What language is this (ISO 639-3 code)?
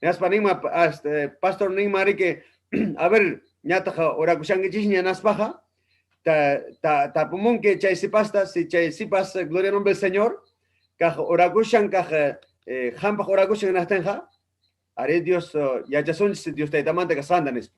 quy